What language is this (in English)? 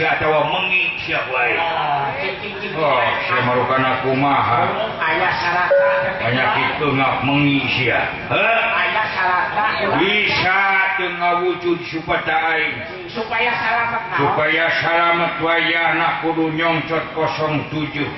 Sundanese